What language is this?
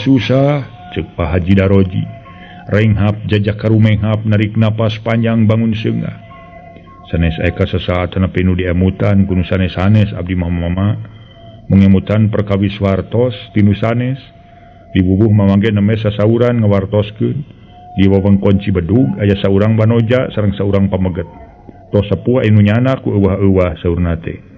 Sundanese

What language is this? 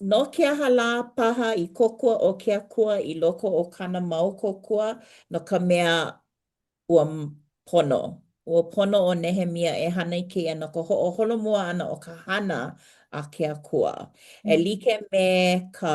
Hawaiian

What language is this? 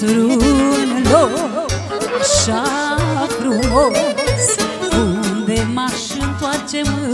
Romanian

